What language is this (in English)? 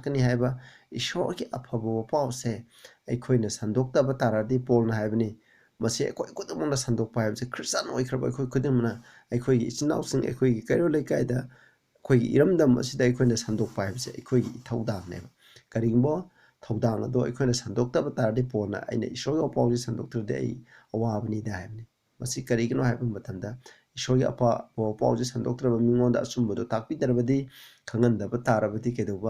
Manipuri